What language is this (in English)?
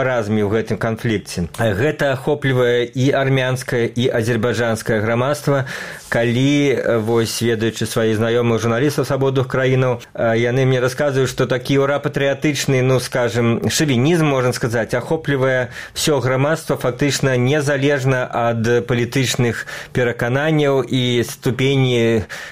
Belarusian